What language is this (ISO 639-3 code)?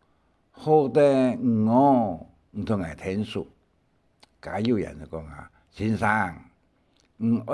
hak